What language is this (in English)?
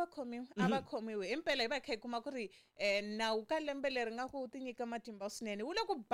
Tsonga